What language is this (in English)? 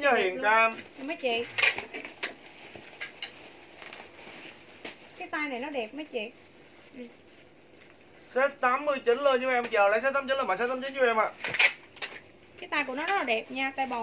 Vietnamese